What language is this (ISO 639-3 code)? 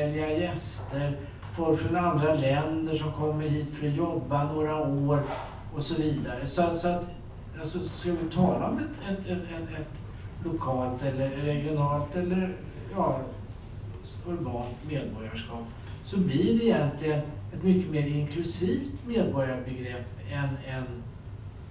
swe